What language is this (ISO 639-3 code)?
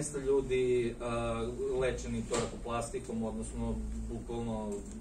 srp